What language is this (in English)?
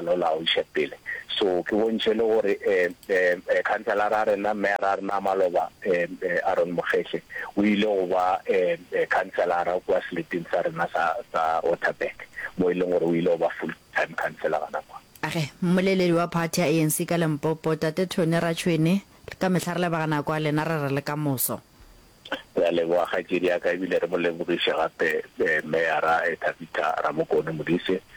Northern Sotho